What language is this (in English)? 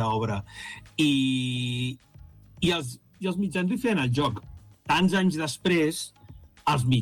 Catalan